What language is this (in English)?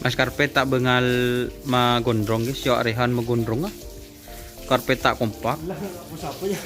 Madurese